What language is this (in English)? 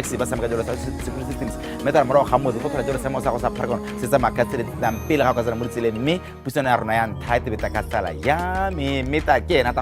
Tswana